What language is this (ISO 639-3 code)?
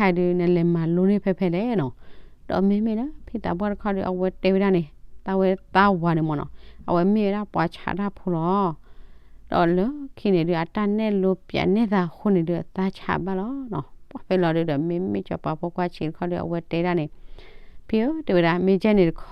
ksw